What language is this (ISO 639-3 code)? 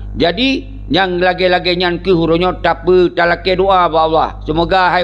ace